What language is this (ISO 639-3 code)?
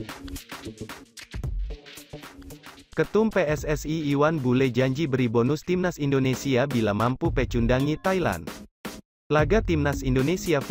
ind